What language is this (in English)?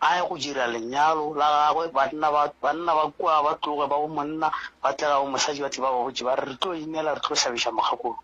Northern Sotho